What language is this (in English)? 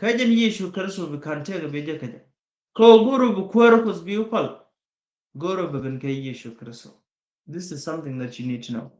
Nuer